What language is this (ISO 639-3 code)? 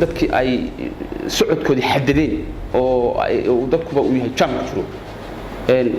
som